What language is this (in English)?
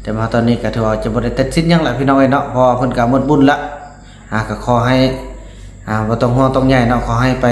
Lao